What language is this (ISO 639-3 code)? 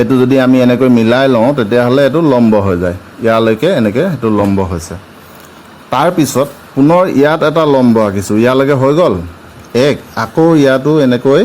asm